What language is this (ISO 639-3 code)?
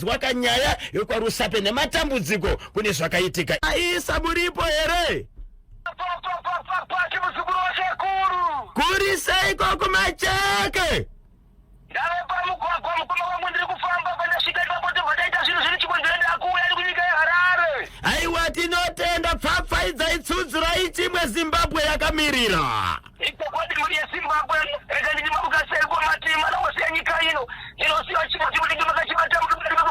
sna